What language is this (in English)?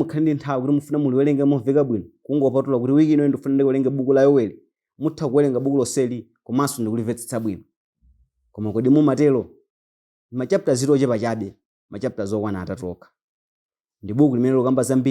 Nyanja